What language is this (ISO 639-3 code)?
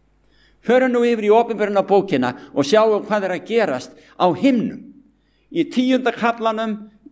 isl